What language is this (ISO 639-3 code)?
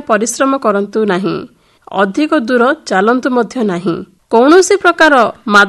ori